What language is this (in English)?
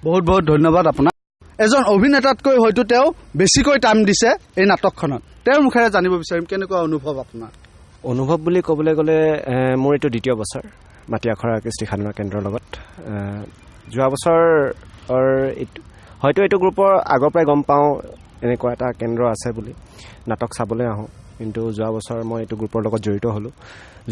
Assamese